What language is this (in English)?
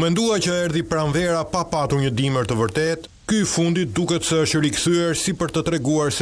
Albanian